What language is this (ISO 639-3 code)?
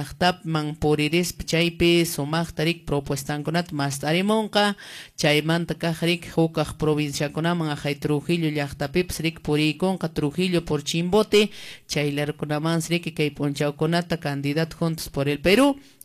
que